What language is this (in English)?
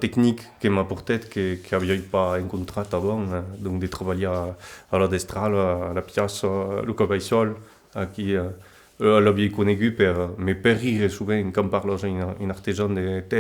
Occitan